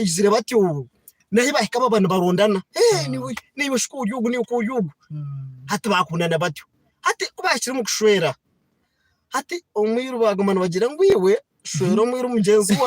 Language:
Nyankole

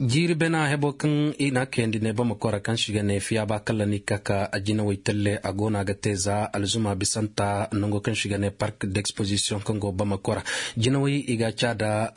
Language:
Koyraboro Senni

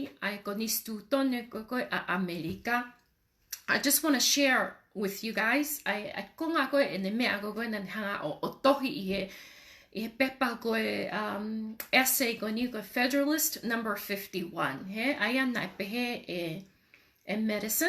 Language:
Tongan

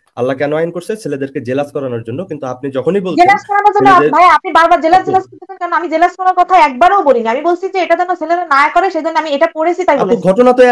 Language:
Bangla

